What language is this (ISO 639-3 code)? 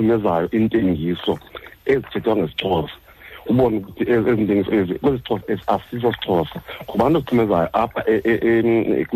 xho